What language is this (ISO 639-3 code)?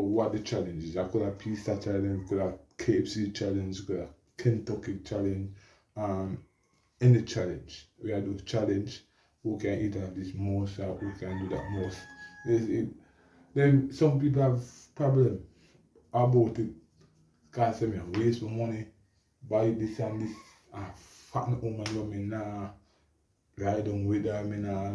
jam